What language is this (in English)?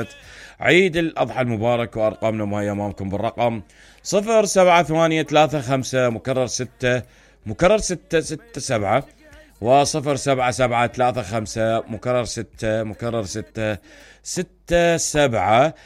Mesopotamian Arabic